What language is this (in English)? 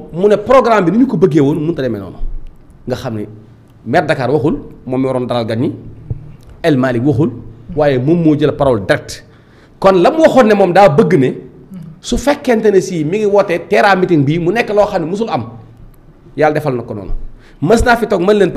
Wolof